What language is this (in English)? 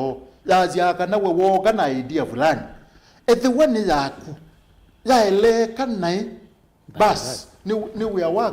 Kamba